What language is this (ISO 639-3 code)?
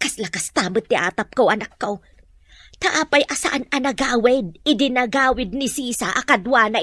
ilo